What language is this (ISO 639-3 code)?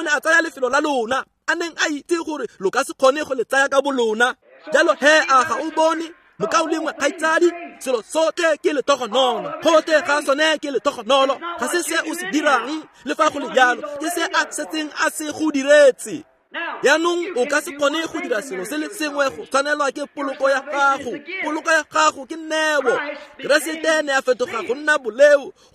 tsn